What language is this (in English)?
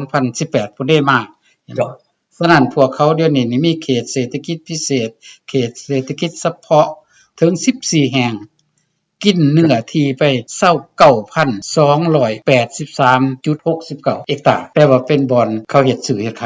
Lao